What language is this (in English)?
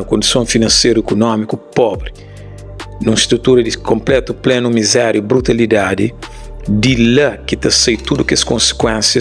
Kabuverdianu